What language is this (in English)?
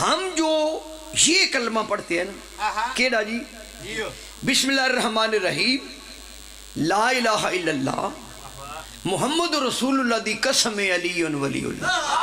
Pahari-Potwari